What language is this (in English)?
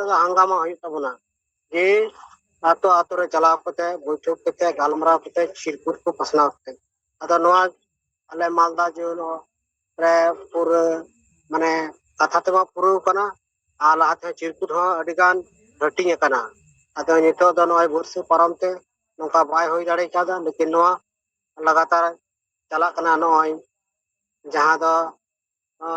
Santali